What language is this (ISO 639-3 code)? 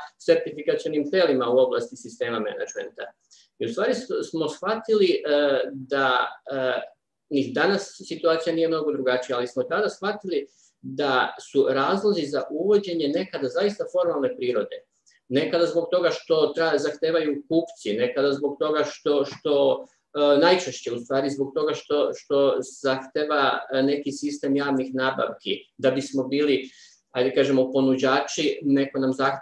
srp